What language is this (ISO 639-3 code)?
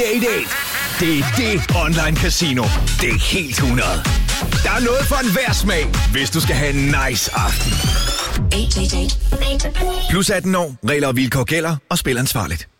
dan